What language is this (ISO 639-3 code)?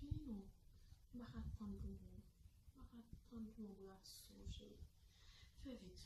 hat